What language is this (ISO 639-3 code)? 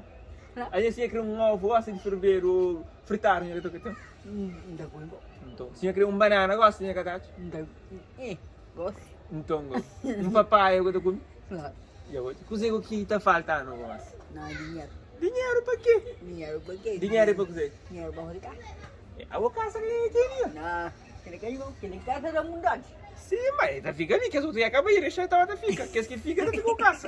kea